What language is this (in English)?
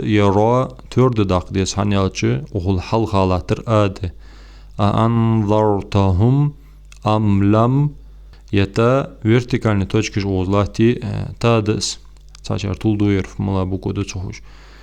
Ingush